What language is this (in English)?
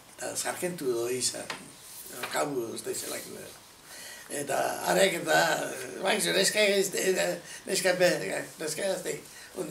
Basque